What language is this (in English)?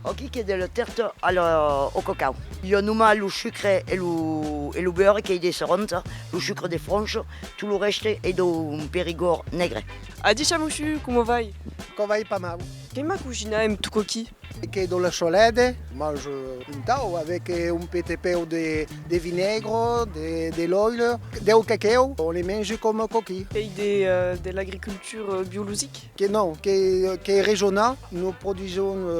Occitan